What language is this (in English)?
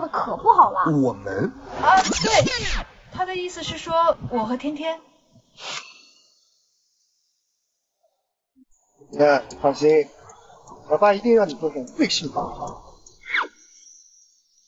Chinese